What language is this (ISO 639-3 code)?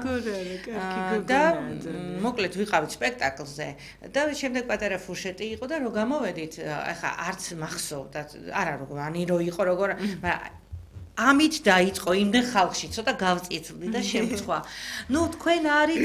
kat